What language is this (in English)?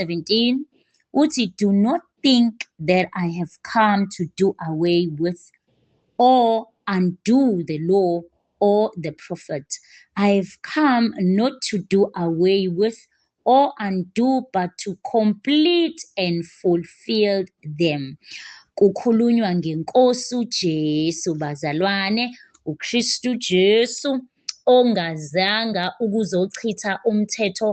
Zulu